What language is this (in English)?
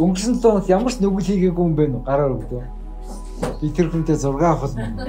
Mongolian